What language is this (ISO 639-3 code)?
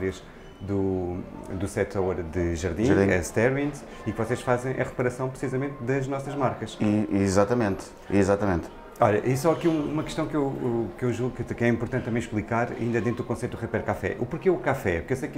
por